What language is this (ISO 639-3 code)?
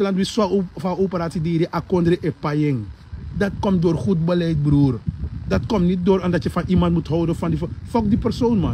srn